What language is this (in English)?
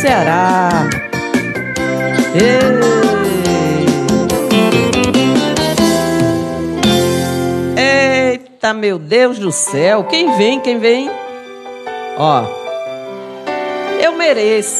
Portuguese